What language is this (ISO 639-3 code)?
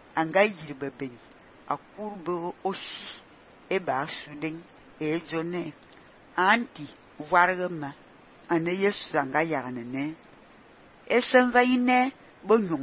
fan